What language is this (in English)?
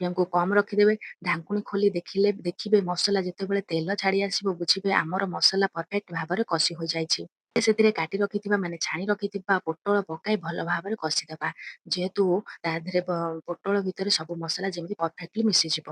Odia